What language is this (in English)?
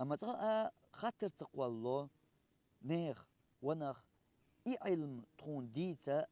Chechen